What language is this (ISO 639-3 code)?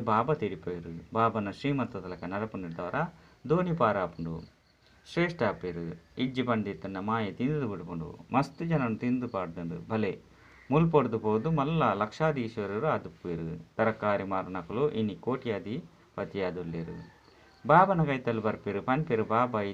tcy